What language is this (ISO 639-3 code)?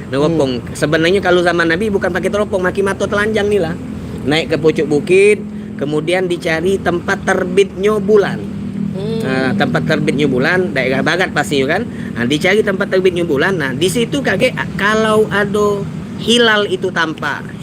mui